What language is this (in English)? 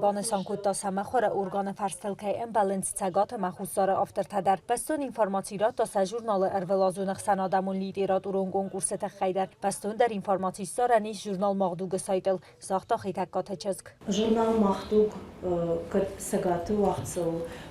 Ossetic